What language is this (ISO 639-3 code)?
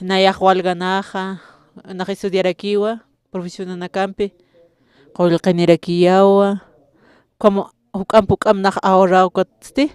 aym